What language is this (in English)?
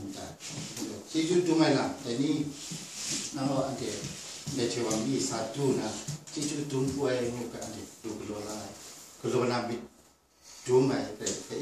Kachin